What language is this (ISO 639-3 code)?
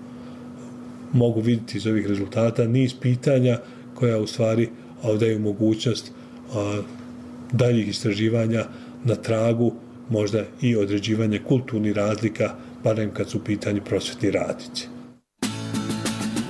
bos